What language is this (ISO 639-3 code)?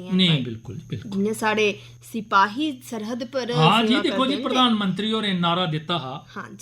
doi